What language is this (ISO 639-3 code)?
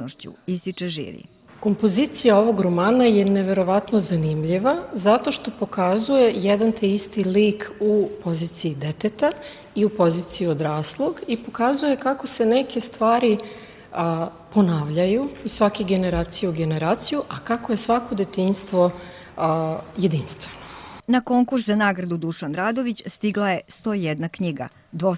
srp